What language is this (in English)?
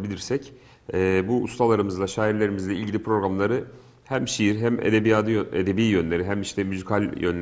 Turkish